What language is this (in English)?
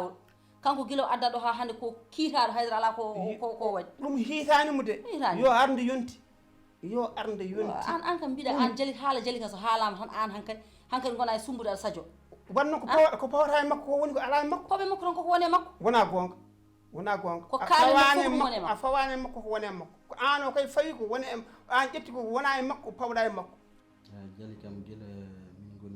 Fula